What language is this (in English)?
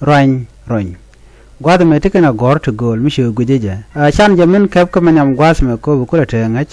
Nuer